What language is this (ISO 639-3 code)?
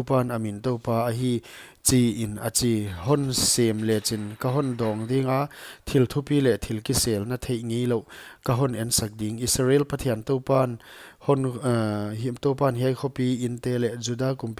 pck